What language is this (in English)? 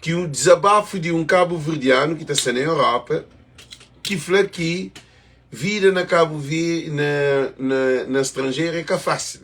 Kabuverdianu